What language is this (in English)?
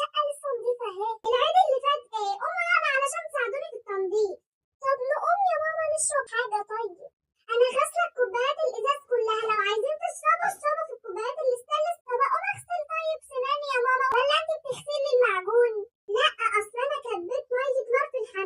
Egyptian Arabic